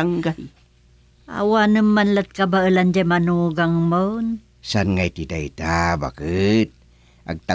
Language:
Iloko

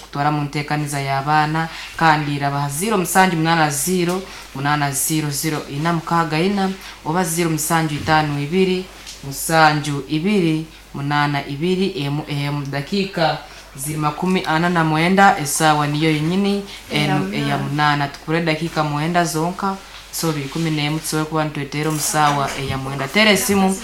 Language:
Nyankole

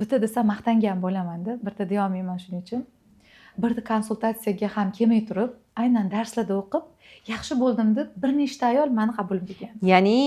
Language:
Uzbek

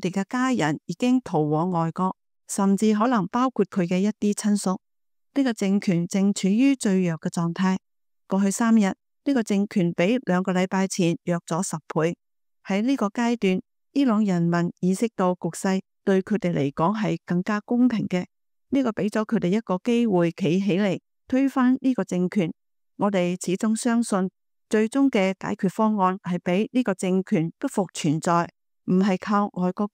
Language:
Cantonese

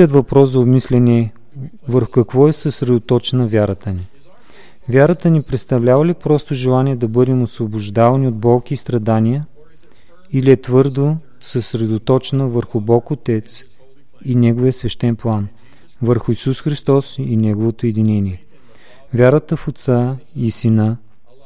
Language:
Bulgarian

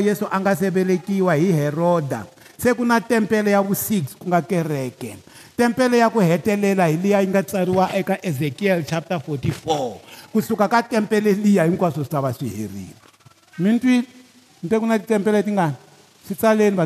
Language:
Tsonga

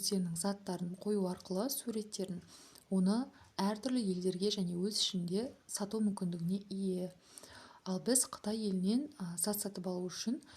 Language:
Kazakh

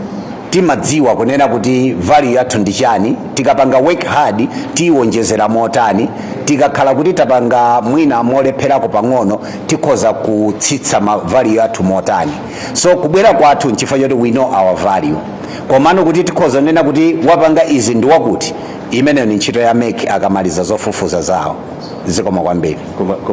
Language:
Nyanja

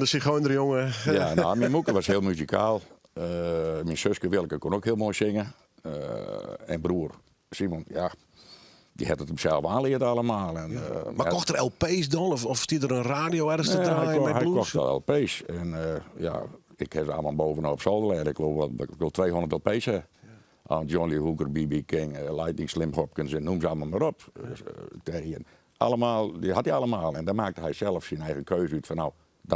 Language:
Western Frisian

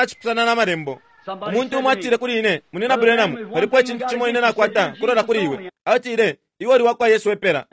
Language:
Bemba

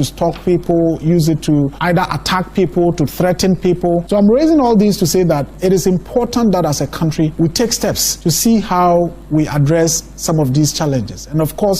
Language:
Akan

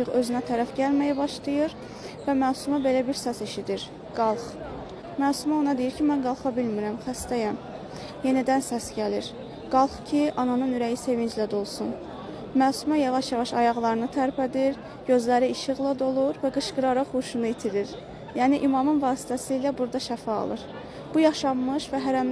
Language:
Azerbaijani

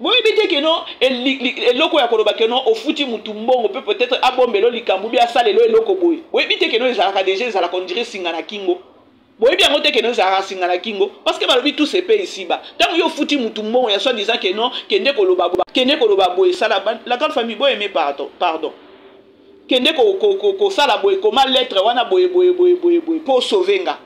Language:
Lingala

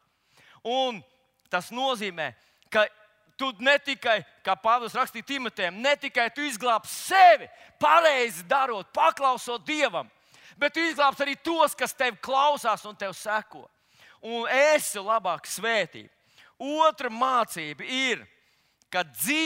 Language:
Latvian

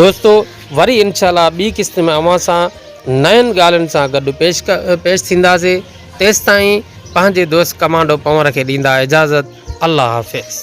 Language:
Sindhi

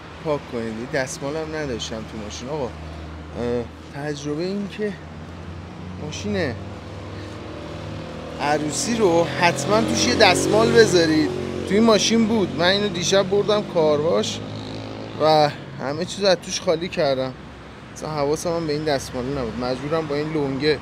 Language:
Persian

